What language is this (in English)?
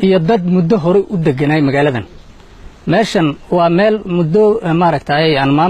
Somali